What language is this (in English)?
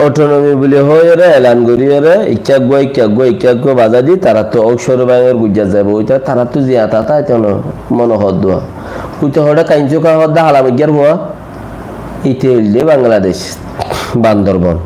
Rohingya